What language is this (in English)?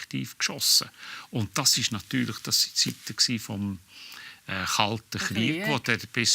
Swiss German